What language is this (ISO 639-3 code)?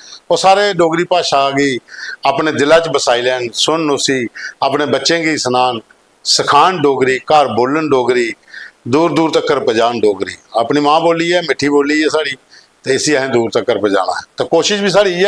doi